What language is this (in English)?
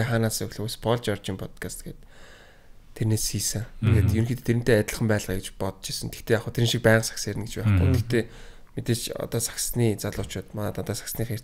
Mongolian